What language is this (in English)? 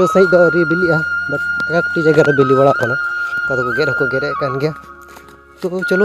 Santali